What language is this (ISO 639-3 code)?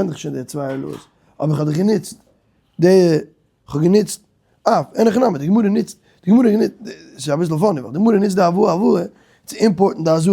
yid